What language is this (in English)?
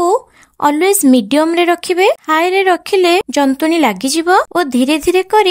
Odia